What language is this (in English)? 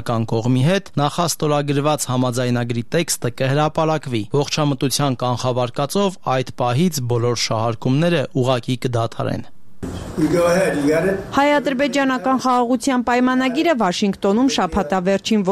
Armenian